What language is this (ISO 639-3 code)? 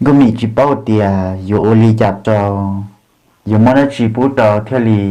hmn